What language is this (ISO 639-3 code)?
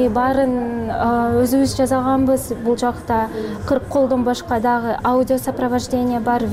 kir